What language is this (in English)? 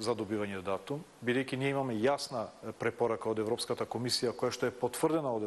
Macedonian